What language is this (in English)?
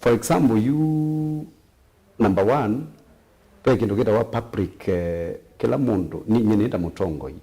Kamba